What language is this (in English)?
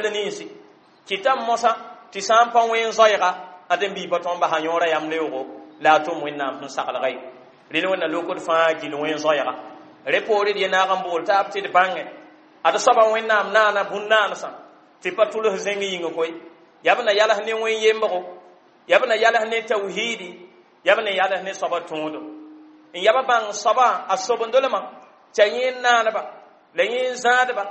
Mossi